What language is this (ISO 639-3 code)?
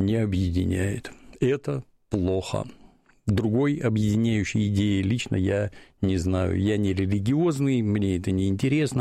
rus